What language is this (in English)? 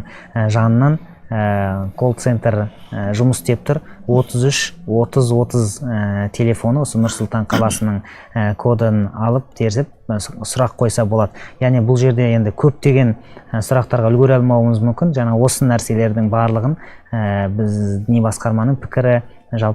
Kazakh